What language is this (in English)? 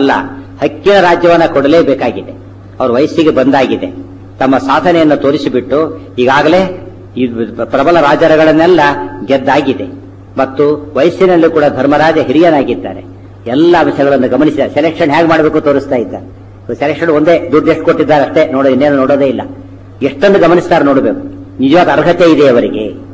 Kannada